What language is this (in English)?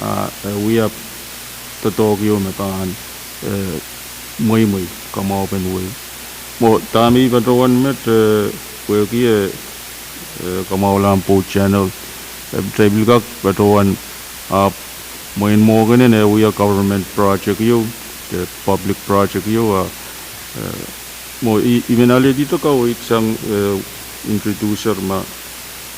Pohnpeian